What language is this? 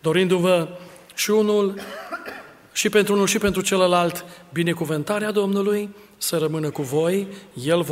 Romanian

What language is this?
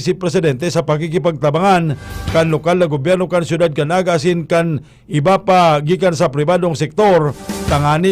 Bikol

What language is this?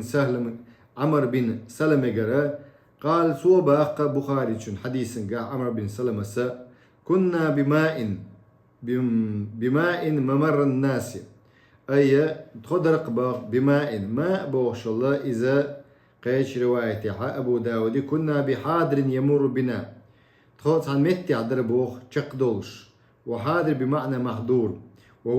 Chechen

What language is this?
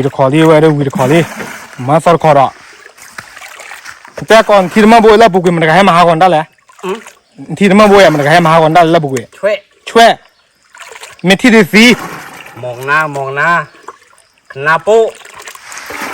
S'gaw Karen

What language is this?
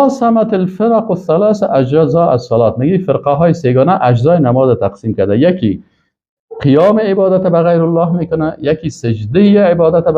Persian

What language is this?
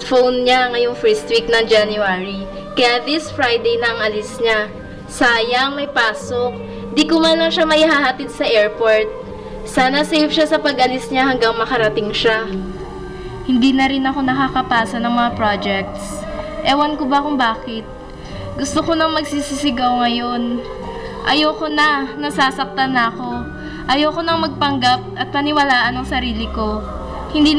Filipino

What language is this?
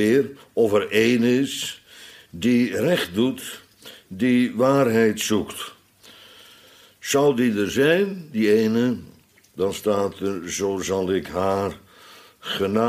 Dutch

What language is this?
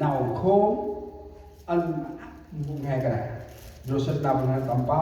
Central Mnong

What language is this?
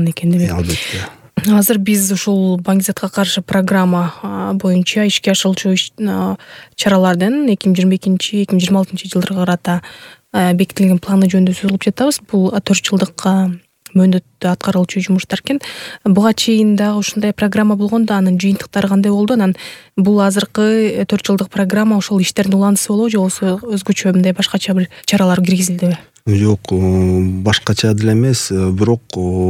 Kyrgyz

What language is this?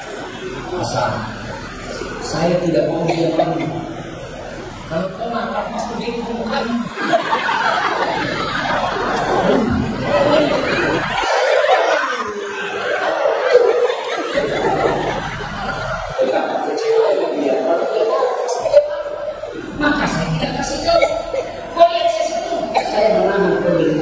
Indonesian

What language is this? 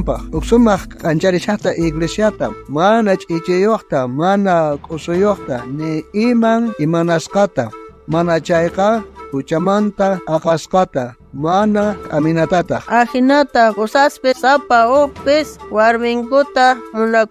South Bolivian Quechua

